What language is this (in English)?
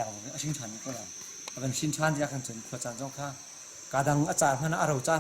Hakha Chin